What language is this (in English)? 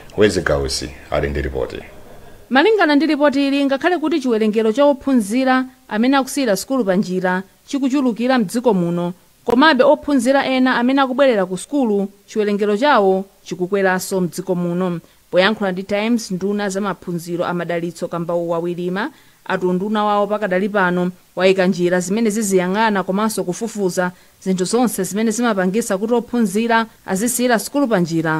Nyanja